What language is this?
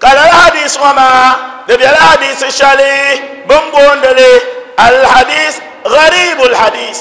Dagbani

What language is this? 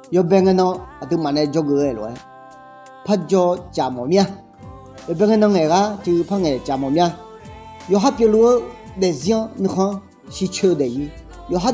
Akha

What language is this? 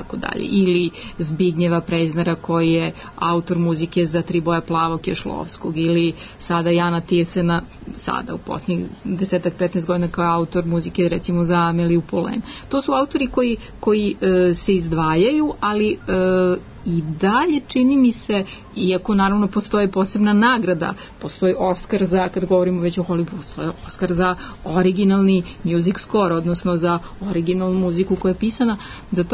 Serbian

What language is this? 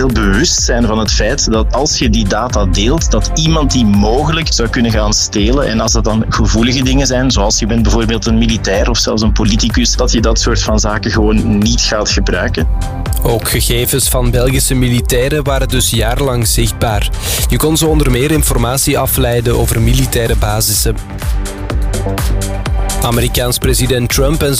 Dutch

